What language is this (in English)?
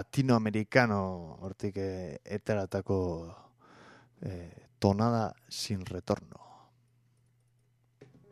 Basque